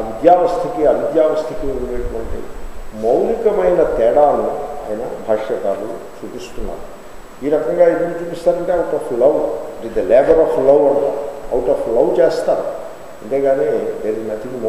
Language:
Telugu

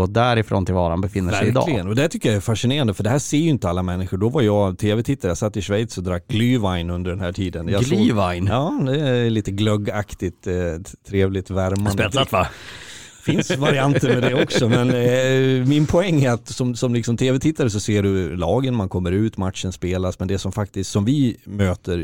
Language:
Swedish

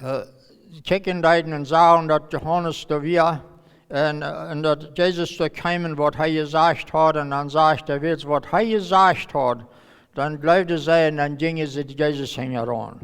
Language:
Plautdietsch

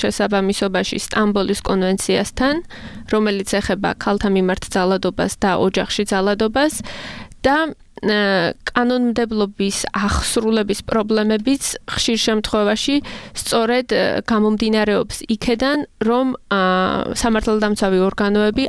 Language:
Georgian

